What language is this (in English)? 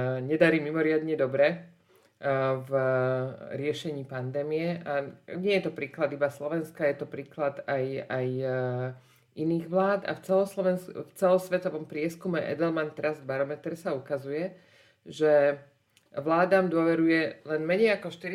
Slovak